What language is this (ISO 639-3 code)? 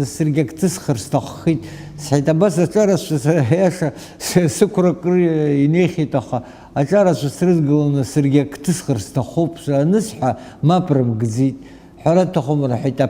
abk